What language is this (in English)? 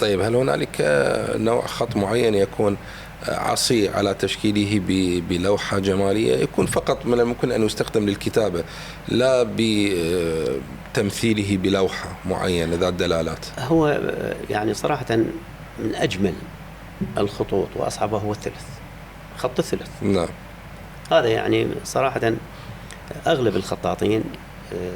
Mesopotamian Arabic